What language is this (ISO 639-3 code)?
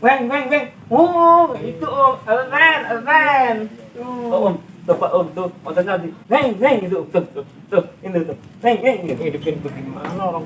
bew